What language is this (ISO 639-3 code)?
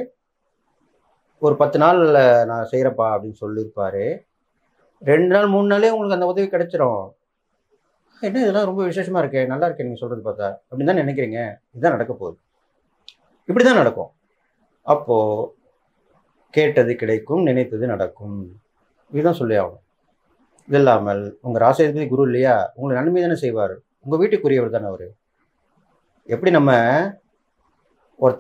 tam